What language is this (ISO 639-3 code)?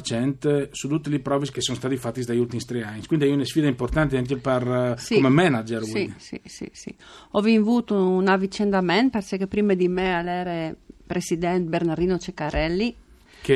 fur